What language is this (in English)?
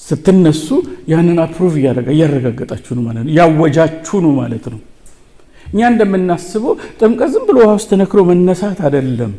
Amharic